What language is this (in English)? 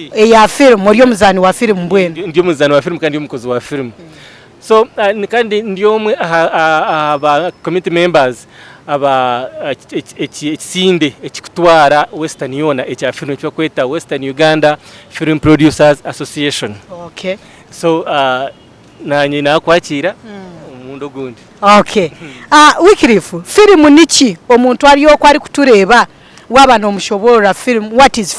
Nyankole